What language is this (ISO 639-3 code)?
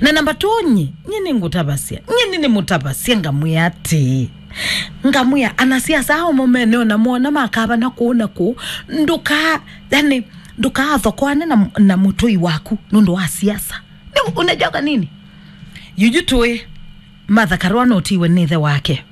kam